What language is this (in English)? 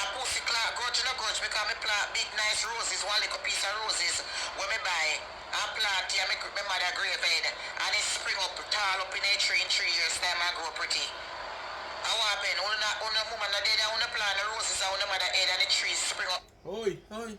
Jamaican Creole English